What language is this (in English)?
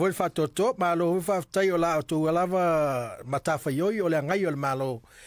Samoan